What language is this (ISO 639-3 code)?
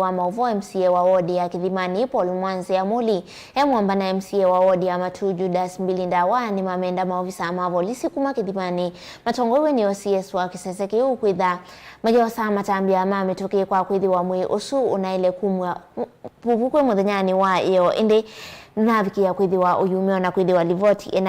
kam